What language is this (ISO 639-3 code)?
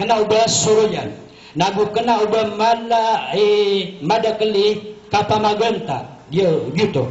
mrw